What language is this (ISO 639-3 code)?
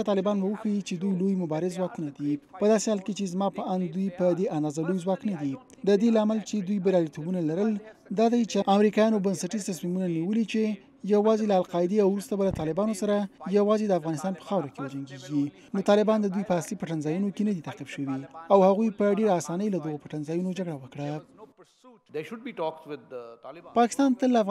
pus